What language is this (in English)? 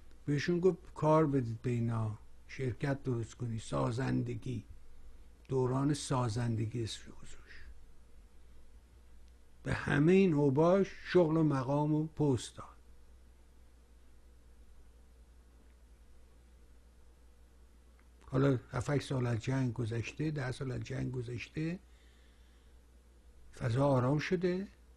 Persian